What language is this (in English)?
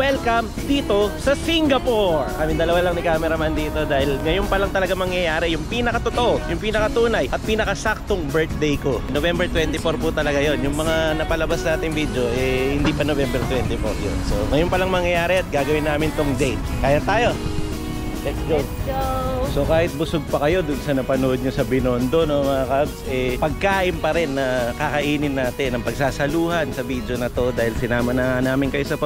Filipino